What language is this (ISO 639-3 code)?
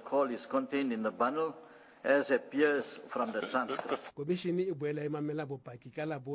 sot